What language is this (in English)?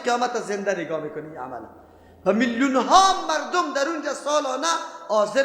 Persian